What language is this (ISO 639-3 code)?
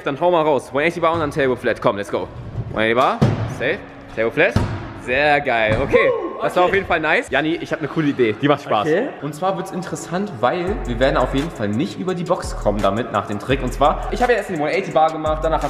deu